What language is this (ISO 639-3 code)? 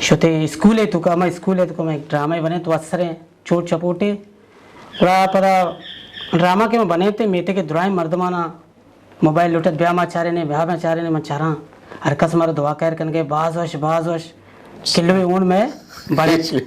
bgp